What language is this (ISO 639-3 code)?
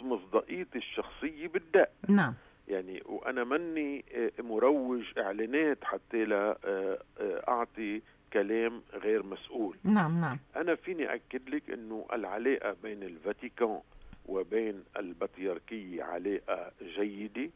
apc